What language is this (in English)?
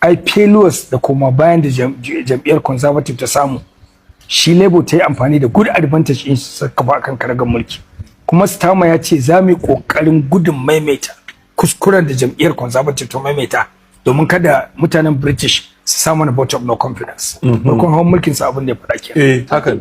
Hausa